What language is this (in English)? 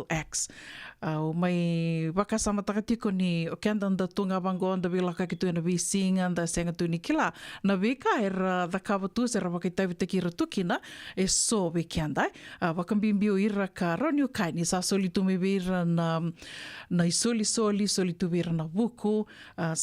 Fijian